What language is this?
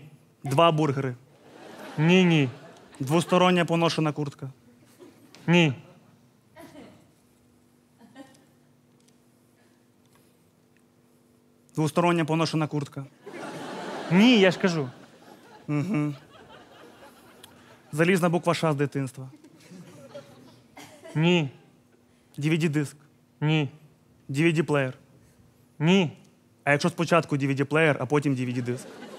Ukrainian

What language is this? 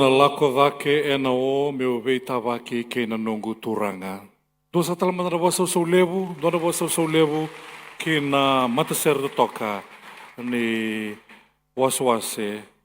Fijian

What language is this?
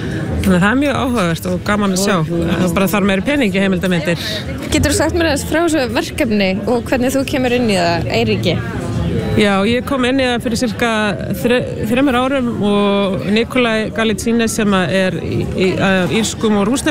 Icelandic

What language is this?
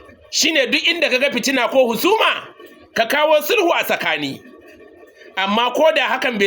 Hausa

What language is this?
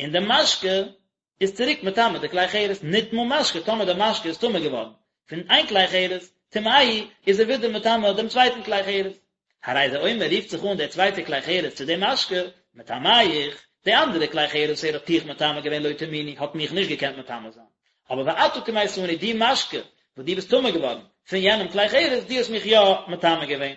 Yiddish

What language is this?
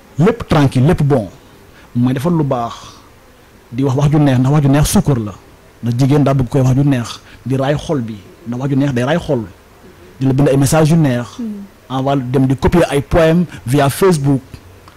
Wolof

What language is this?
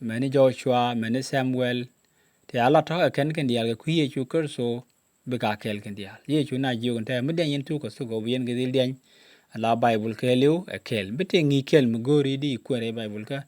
Nuer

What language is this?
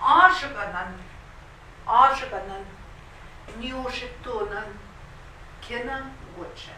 Central Ojibwa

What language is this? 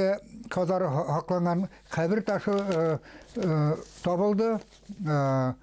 Bashkir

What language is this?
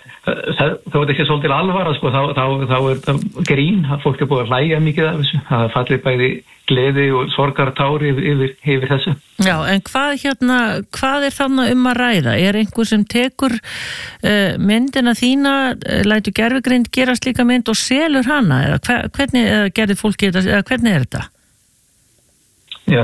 Icelandic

